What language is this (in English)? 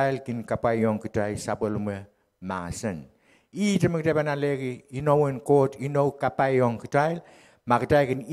Pohnpeian